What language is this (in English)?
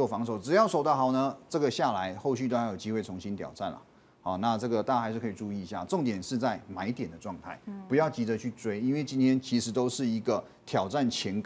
Chinese